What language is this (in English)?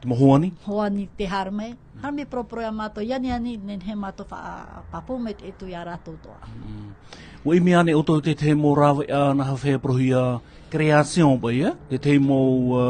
Tahitian